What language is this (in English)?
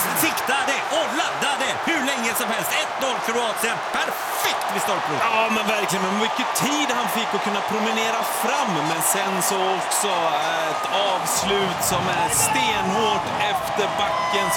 Swedish